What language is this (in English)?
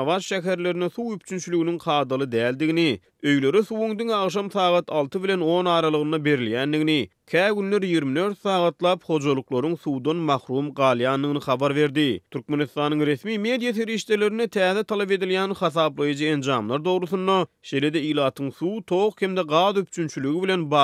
Turkmen